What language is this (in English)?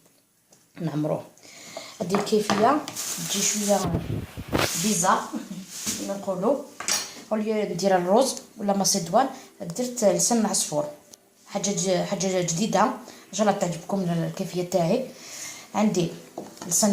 Algerian Arabic